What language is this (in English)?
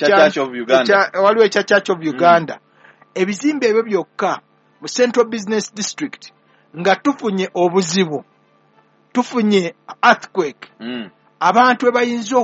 Ganda